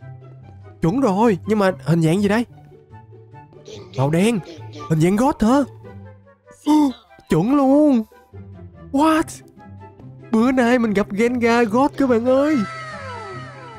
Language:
Vietnamese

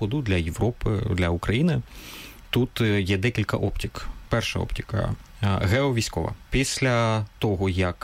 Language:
Ukrainian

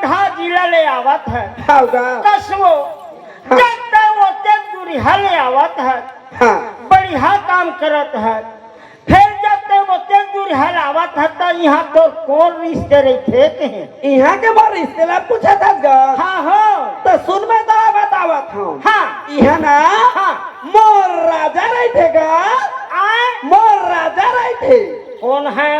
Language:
Chhattisgarhi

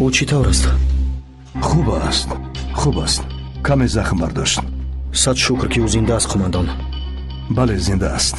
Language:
Tajik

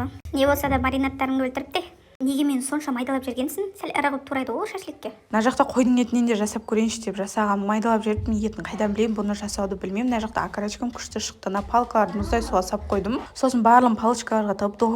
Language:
Kazakh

